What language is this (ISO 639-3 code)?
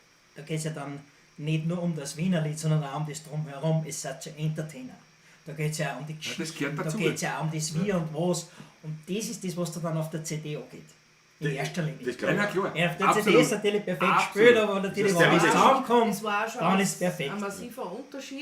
bar